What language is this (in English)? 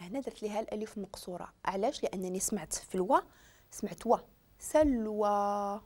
Moroccan Arabic